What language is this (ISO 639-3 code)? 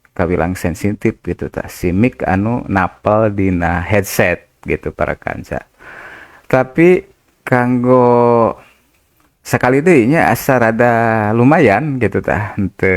sun